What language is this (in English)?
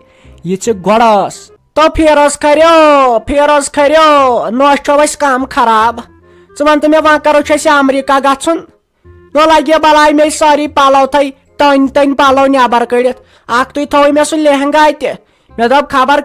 Kashmiri